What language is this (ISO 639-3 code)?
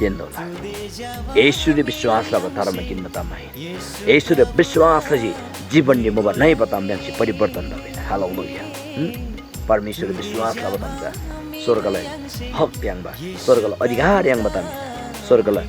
taj